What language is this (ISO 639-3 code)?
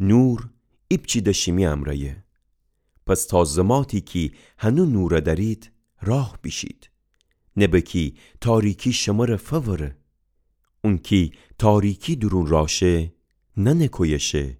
glk